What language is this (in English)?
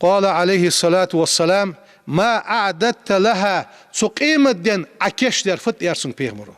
Ingush